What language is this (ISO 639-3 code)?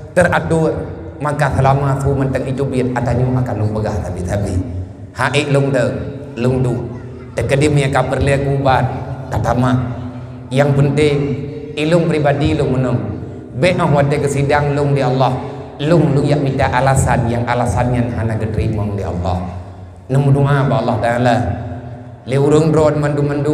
ace